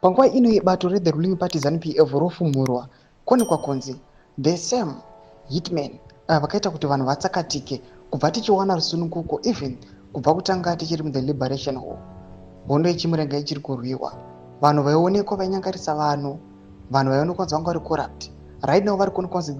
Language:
Shona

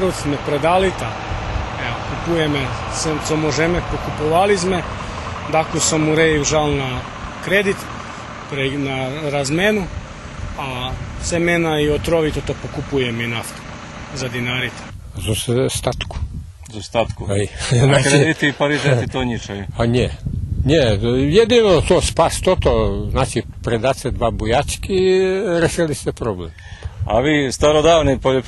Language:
Rusyn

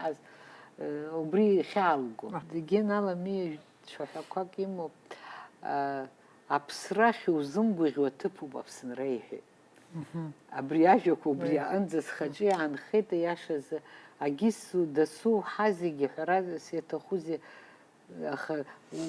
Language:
Abkhazian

